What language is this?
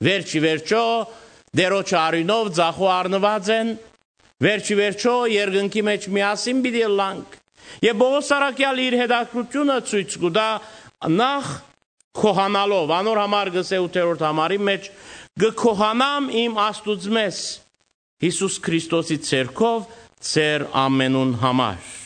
Western Armenian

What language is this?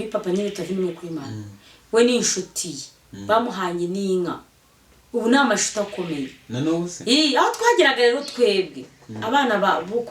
Kinyarwanda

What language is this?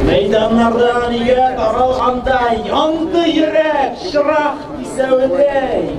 Tatar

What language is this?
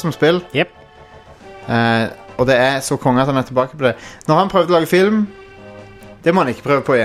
Norwegian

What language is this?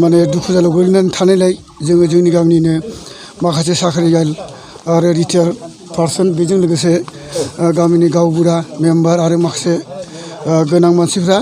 Bodo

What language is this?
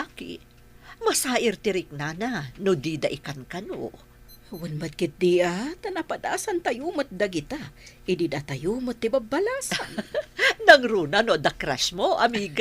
Iloko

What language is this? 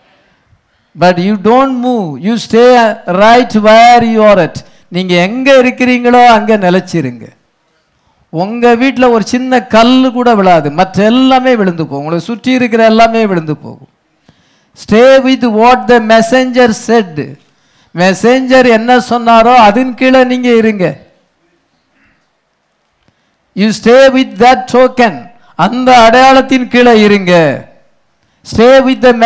Tamil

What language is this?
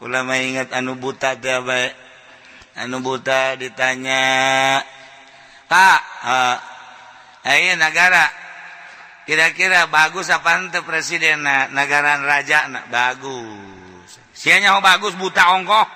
Sundanese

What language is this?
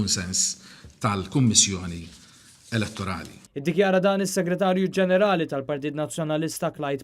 Maltese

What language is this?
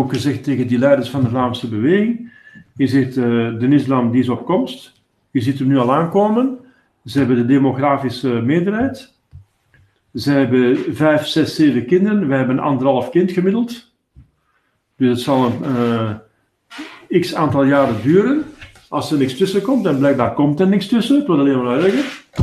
Dutch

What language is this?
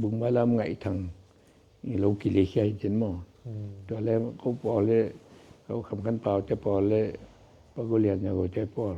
Tedim Chin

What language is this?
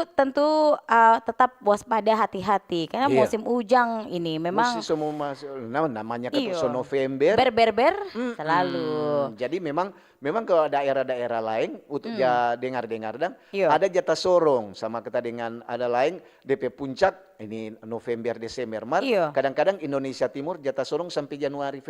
Manado Malay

